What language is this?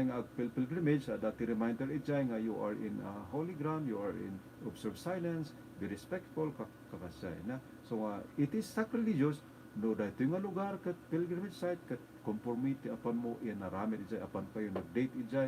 Iloko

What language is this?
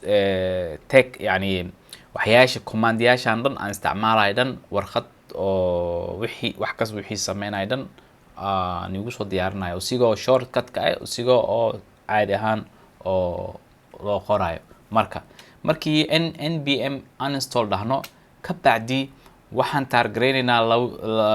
Somali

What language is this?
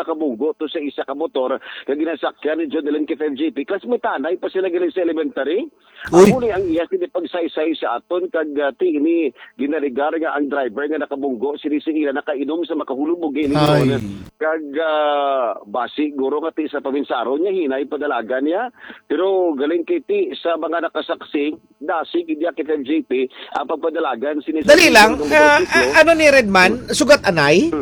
Hiligaynon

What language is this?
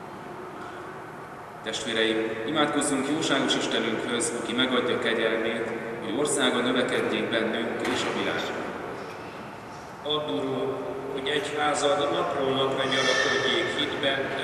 Hungarian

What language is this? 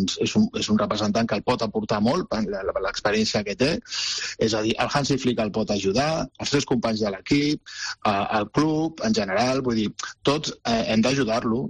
Catalan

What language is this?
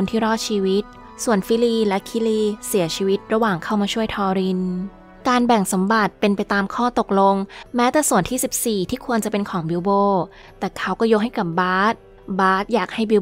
Thai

